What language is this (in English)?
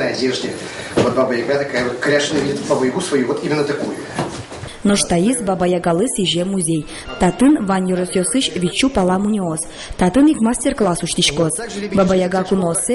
Udmurt